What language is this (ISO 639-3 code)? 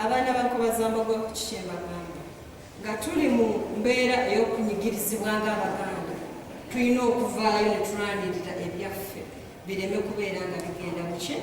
lug